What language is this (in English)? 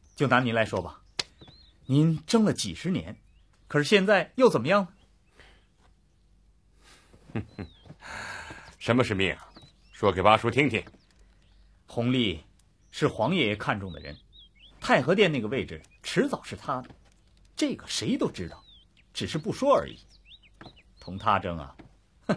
Chinese